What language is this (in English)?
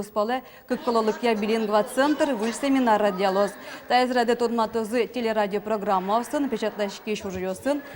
Udmurt